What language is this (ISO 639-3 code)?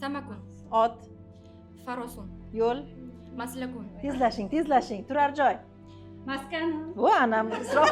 uzb